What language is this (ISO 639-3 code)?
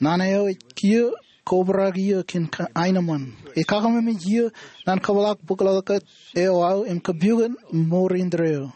mah